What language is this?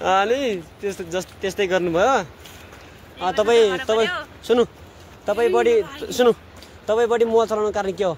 Nepali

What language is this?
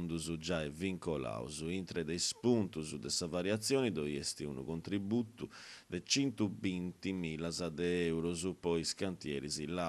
Sardinian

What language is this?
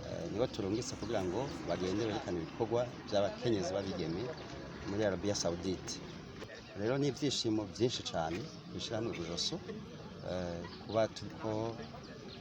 Rundi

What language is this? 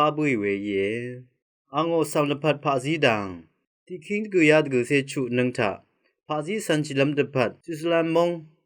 Rawang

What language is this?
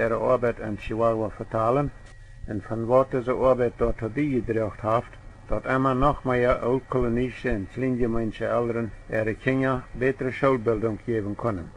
Plautdietsch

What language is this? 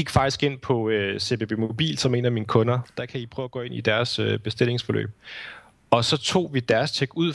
Danish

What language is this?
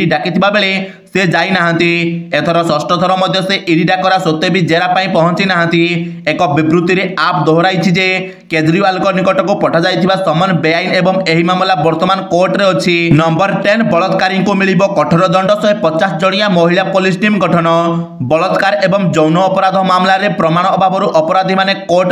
Odia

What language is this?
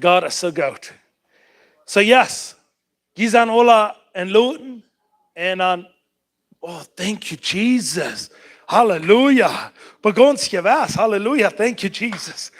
Plautdietsch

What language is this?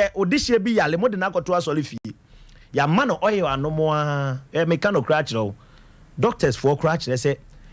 Akan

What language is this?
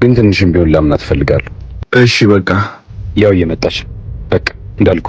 Amharic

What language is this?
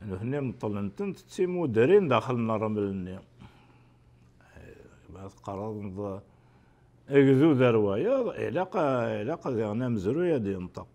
Kabyle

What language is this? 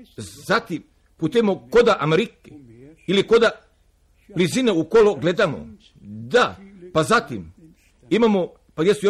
Croatian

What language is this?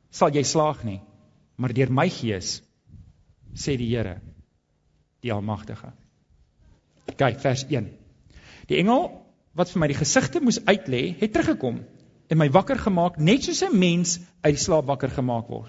Afrikaans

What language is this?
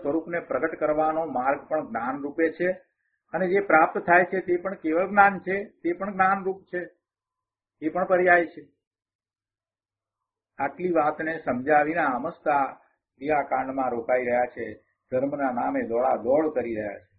Gujarati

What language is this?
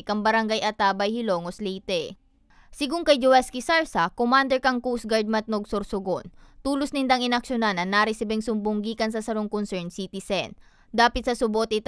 Bikol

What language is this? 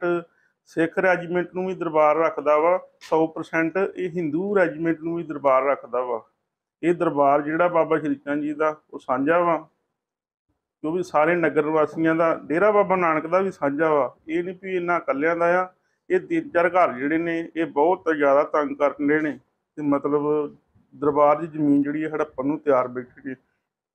Punjabi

